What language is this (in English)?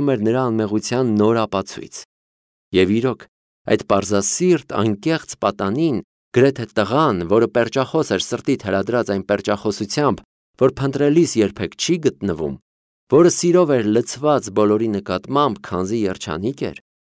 Armenian